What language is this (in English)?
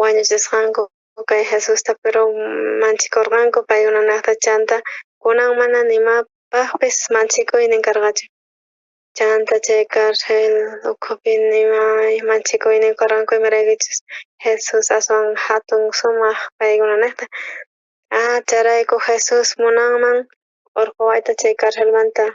South Bolivian Quechua